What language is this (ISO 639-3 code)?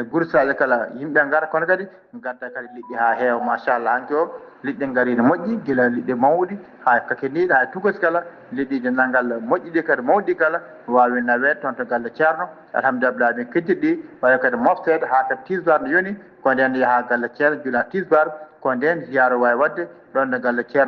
ful